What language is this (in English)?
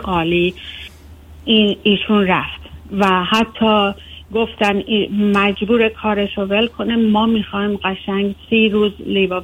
Persian